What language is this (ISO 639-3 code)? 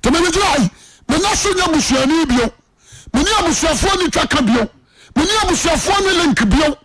aka